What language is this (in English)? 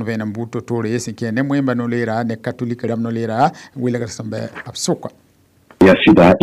Mossi